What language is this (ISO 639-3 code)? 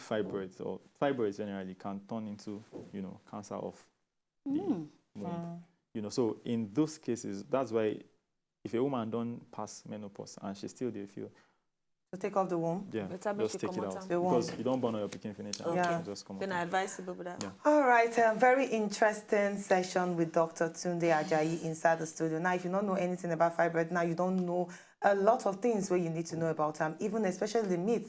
pcm